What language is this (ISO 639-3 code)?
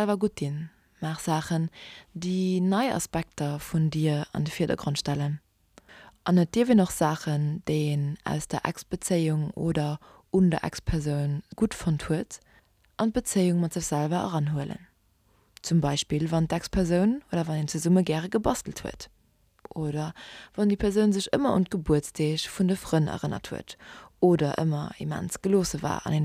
ltz